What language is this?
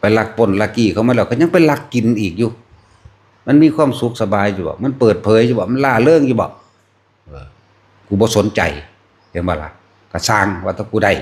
Northeastern Thai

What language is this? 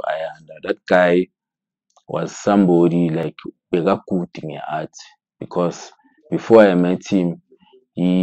Zulu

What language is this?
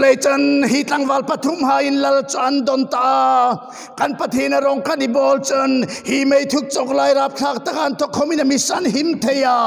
Hmar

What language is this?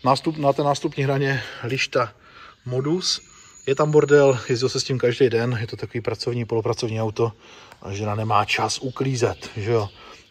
Czech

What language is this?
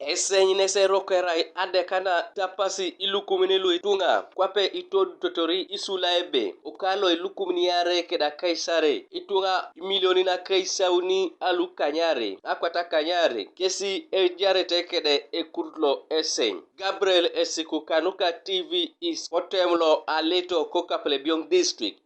Teso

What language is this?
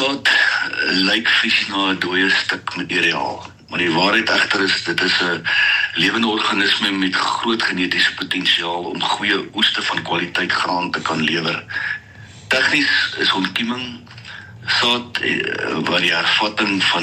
Afrikaans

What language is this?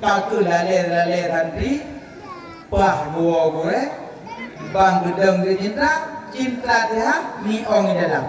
Achinese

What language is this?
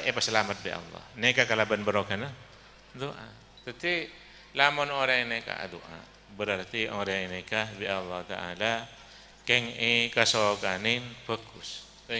Madurese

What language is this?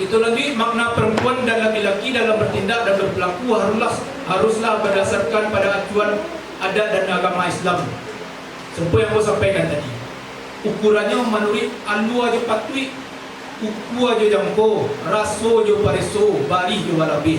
Minangkabau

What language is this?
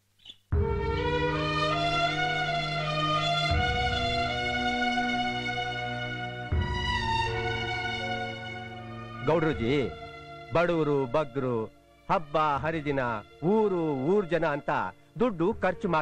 Kannada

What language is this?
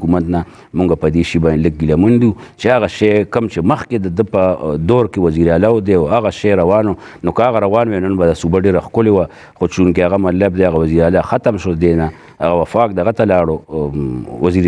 Pashto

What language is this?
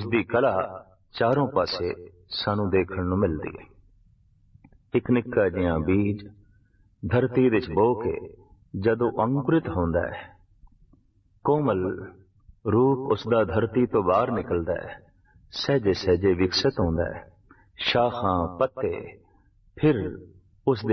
Punjabi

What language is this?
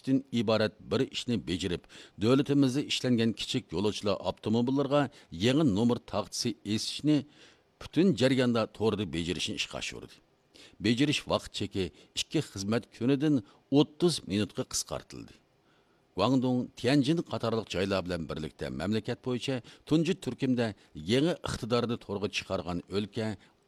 Uyghur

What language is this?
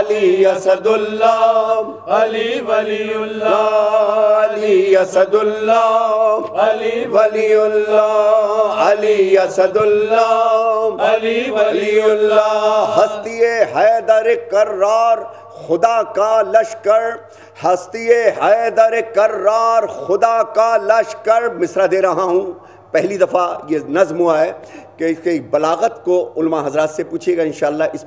Urdu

